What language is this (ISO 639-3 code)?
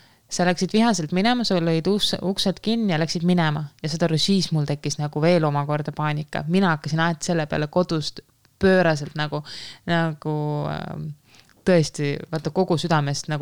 est